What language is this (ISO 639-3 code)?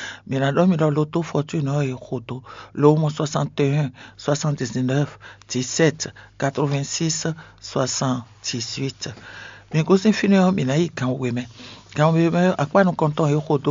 fon